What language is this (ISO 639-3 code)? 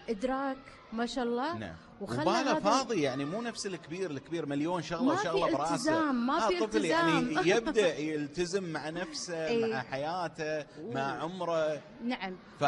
afb